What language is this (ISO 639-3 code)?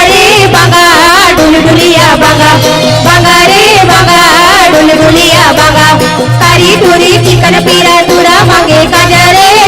hne